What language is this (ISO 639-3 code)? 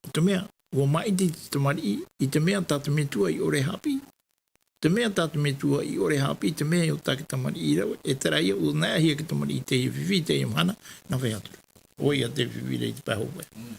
tah